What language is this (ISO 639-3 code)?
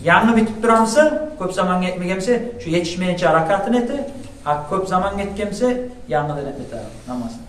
kum